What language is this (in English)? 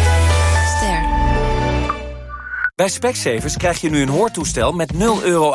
Dutch